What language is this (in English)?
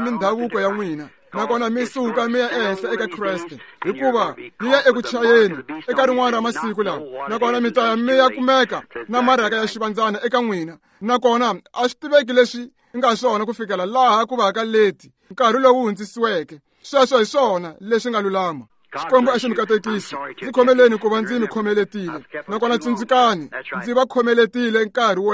Tsonga